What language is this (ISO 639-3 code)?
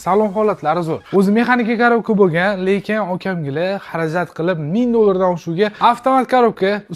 uzb